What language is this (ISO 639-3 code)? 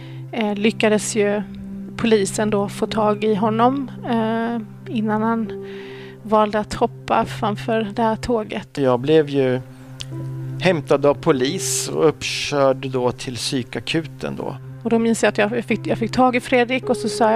swe